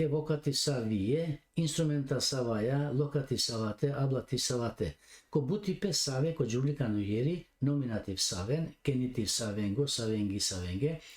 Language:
Balkan Romani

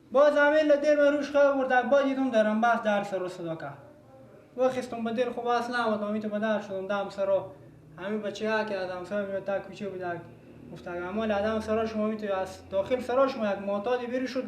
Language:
Persian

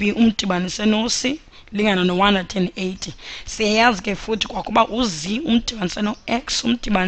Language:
Xhosa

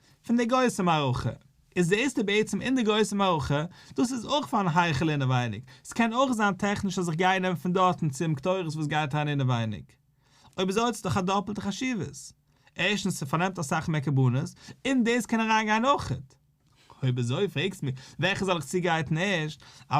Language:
Yiddish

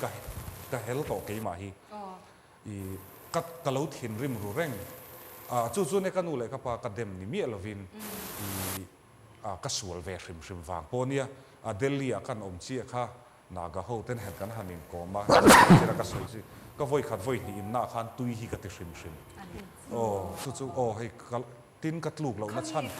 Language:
Mizo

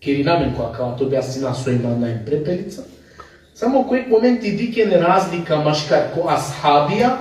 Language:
Balkan Romani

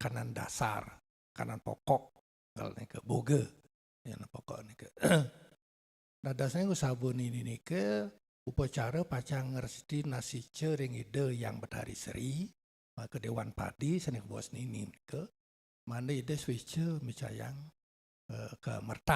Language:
Balinese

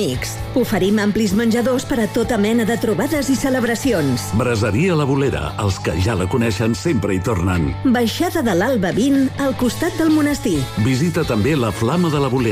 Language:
Catalan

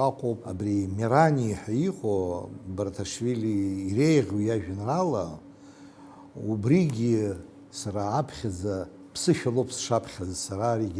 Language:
Abkhazian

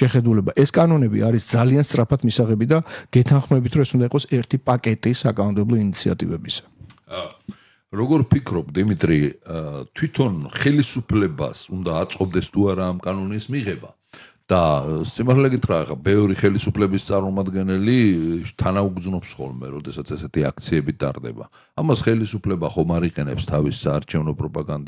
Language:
Georgian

